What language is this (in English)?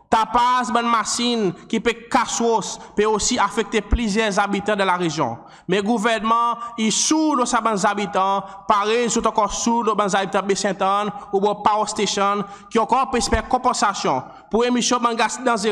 Seselwa Creole French